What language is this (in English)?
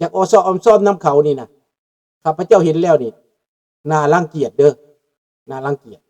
Lao